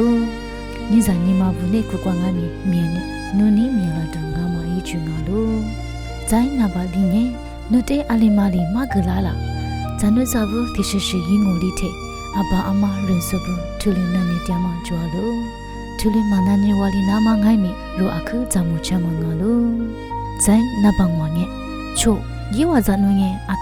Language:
Lisu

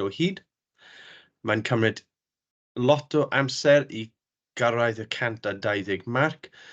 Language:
Welsh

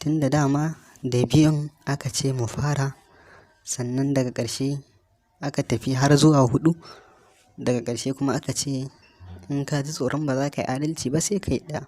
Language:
Hausa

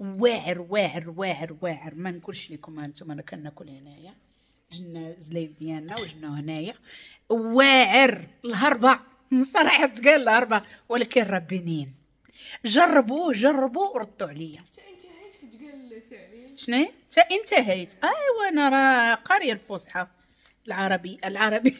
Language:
Moroccan Arabic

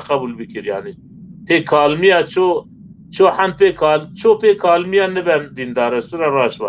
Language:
Zaza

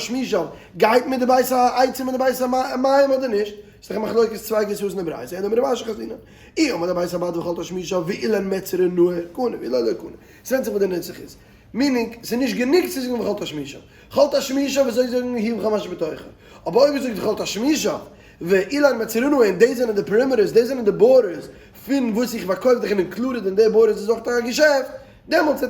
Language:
Yiddish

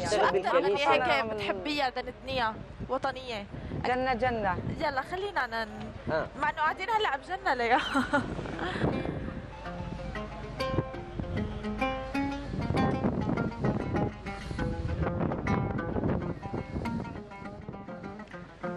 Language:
North Levantine Arabic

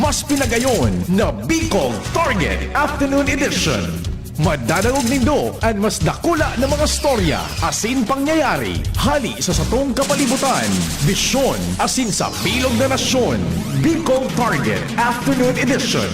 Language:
Bikol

